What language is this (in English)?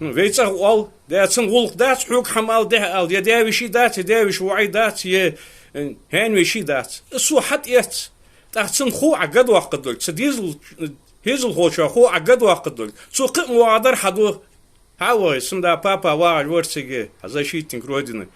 Ingush